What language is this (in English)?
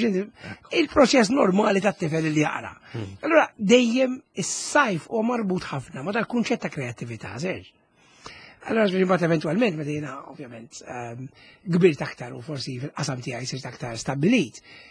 Maltese